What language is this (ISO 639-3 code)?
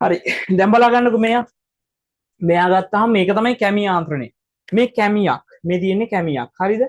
sin